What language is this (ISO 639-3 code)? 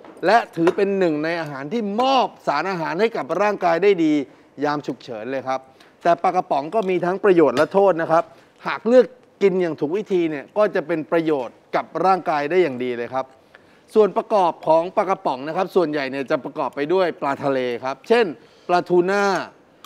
tha